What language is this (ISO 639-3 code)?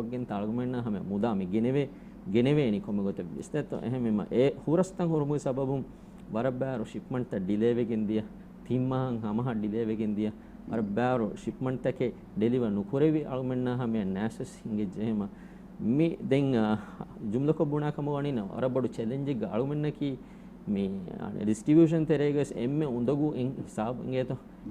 div